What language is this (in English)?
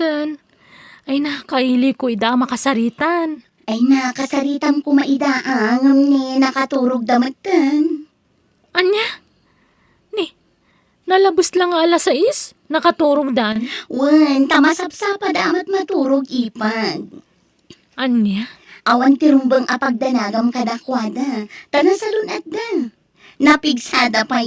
Iloko